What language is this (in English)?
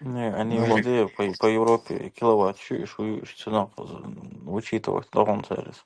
Chechen